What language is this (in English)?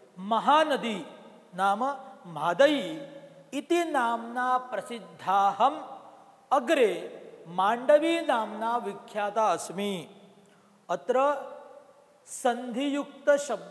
Sanskrit